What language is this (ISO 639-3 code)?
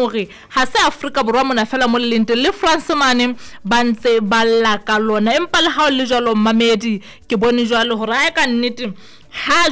sot